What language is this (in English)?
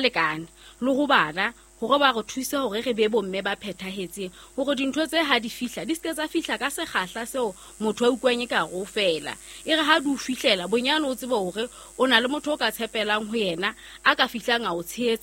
Southern Sotho